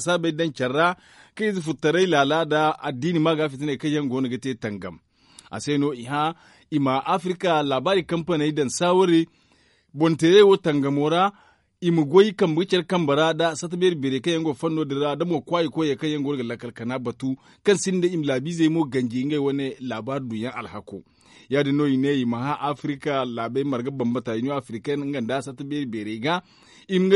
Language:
Zarma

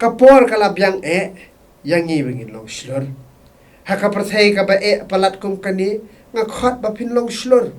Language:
Khasi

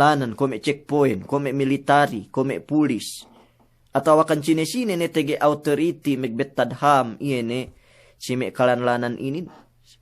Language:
Yakan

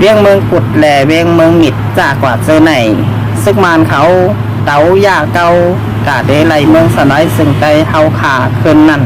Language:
Shan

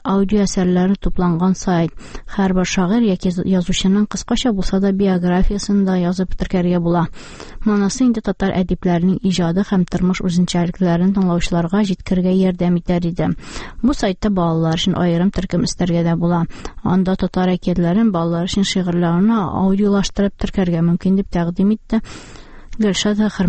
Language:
Tatar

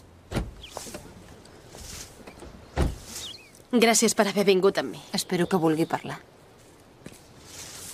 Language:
Catalan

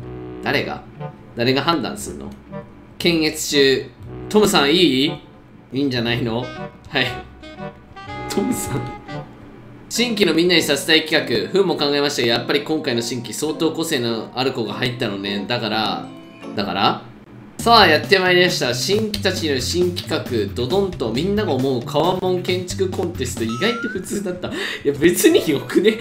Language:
Japanese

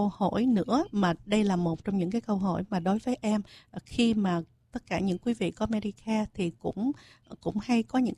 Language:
Vietnamese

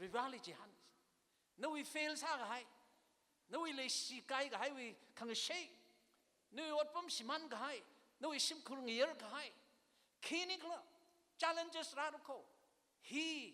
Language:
Tangkhul Naga (India)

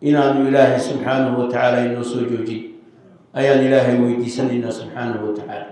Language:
Somali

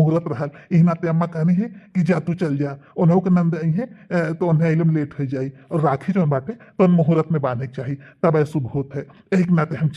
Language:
Bhojpuri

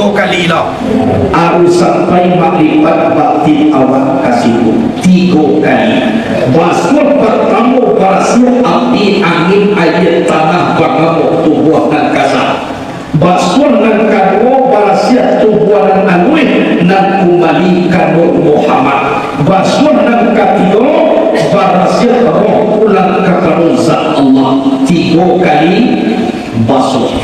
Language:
Minangkabau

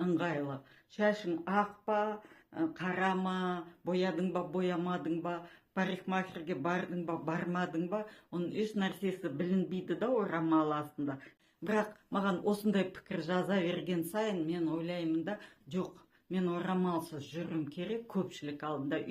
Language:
Kazakh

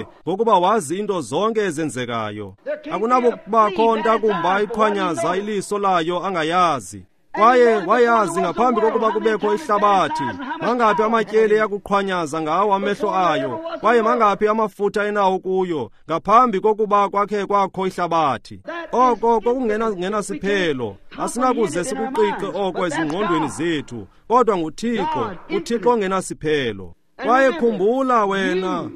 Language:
Xhosa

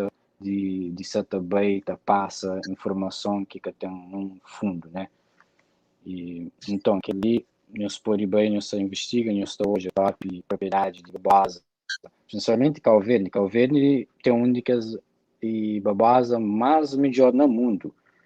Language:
Kabuverdianu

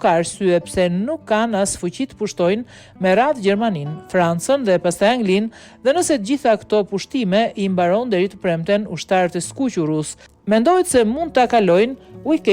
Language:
Albanian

